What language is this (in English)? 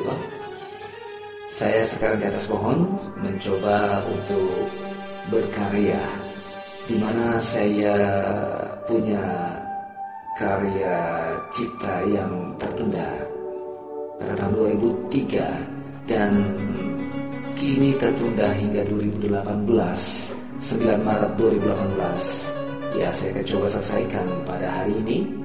Indonesian